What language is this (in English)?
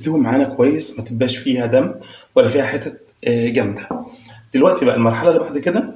Egyptian Arabic